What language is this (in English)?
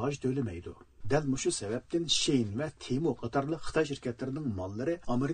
Uyghur